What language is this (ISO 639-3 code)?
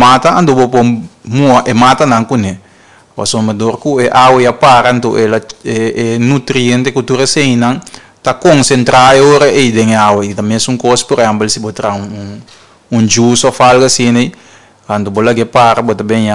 pap